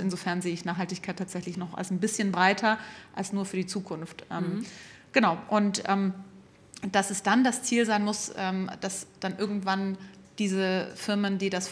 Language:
German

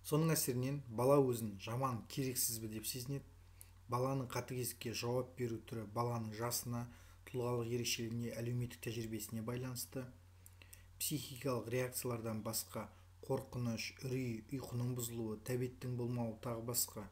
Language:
Kazakh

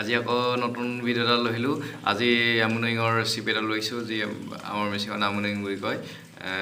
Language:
Assamese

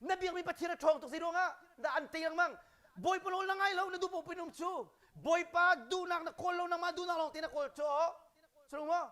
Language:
Hakha Chin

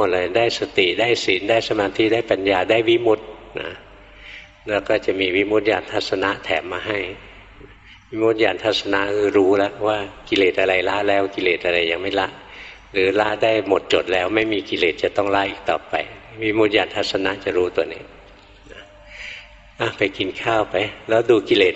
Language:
Thai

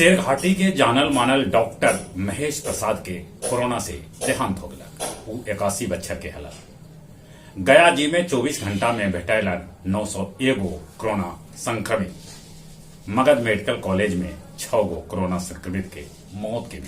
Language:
Magahi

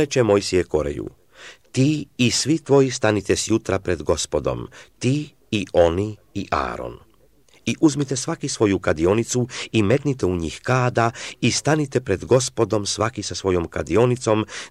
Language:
Serbian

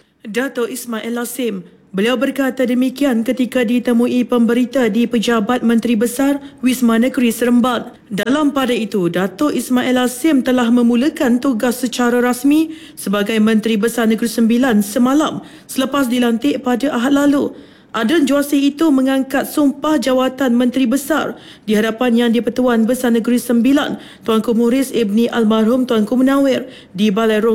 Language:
Malay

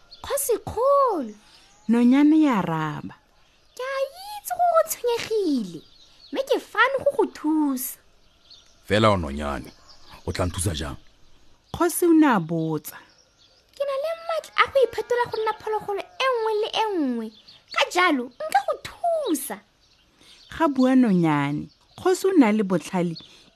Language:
Tswana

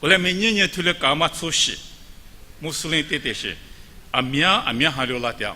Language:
Lisu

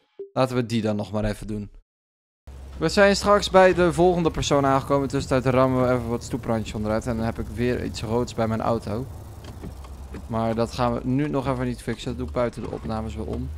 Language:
Dutch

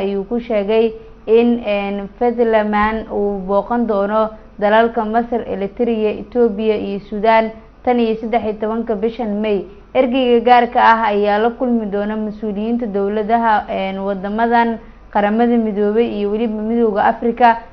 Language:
Somali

